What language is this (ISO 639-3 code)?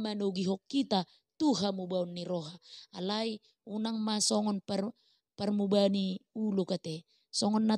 bbc